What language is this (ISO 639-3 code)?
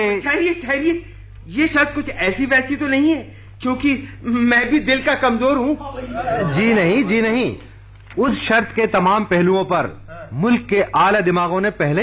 hin